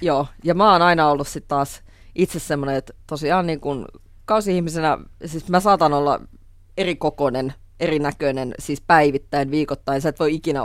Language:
Finnish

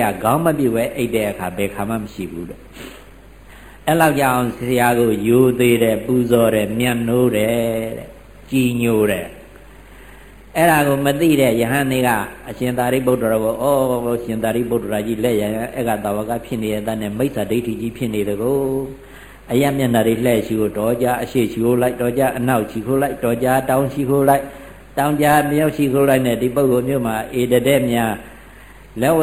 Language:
Burmese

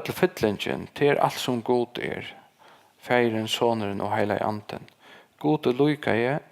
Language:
Faroese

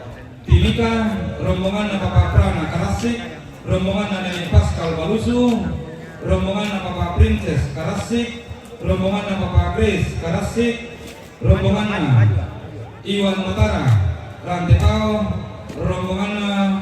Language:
Toraja-Sa'dan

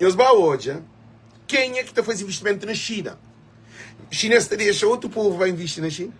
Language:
Kabuverdianu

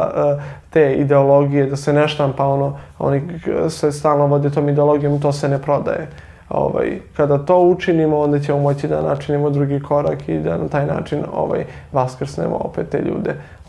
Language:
Serbian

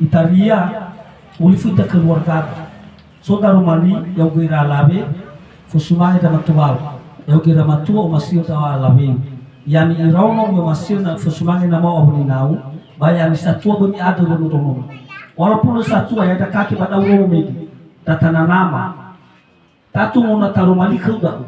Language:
Nias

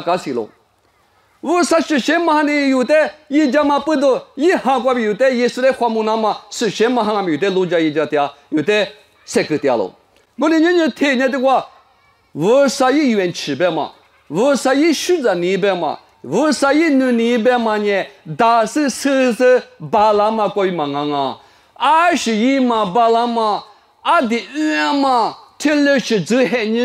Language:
Lisu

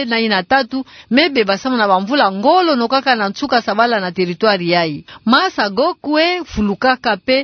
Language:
Kituba (Democratic Republic of Congo)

